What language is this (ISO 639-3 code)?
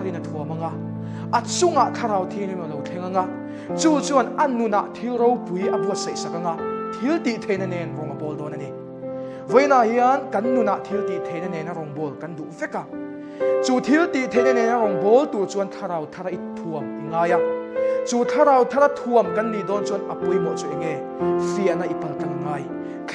lus